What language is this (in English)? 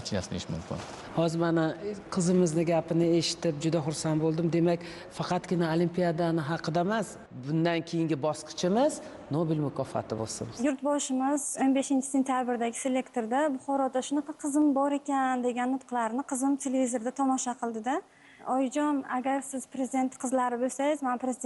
Uzbek